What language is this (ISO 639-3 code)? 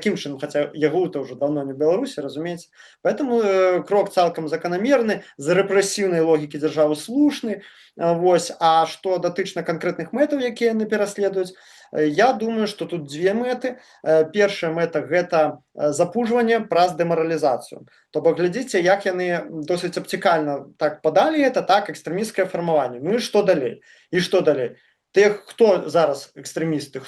bel